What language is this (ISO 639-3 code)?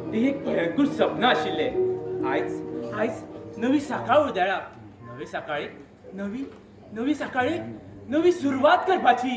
kok